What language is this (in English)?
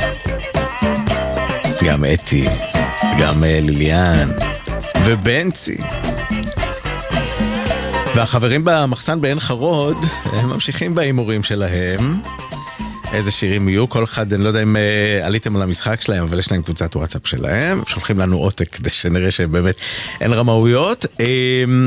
Hebrew